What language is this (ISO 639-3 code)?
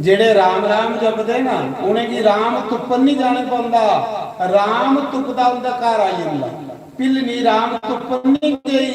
doi